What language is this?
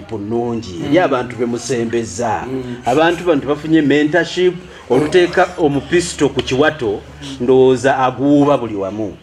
Ganda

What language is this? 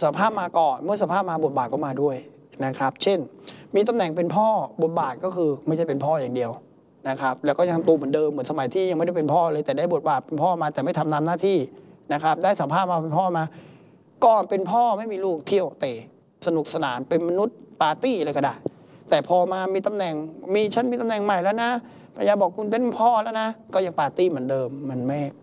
Thai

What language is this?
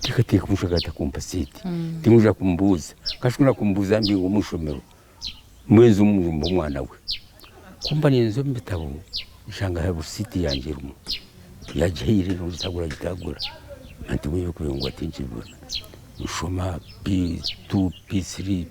Nyankole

